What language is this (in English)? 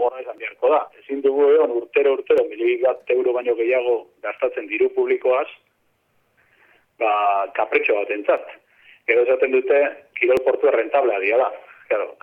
Basque